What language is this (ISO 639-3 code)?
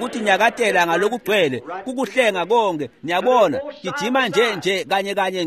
ssw